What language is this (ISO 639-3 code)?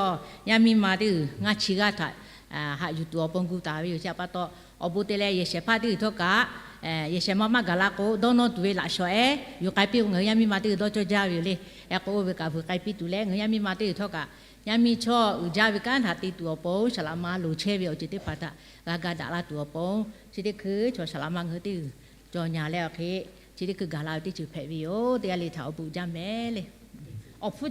lhu